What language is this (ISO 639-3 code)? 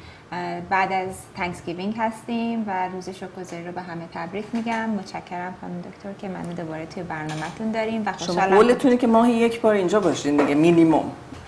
fas